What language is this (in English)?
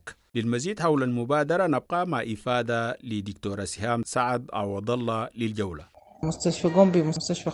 Sudanese Arabic